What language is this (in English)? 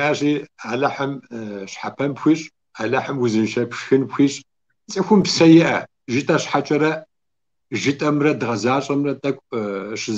Kabardian